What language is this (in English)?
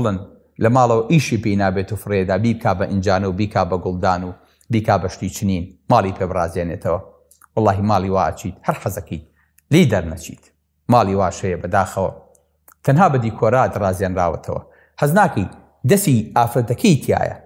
Central Kurdish